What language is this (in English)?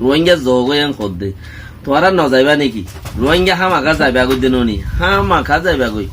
Rohingya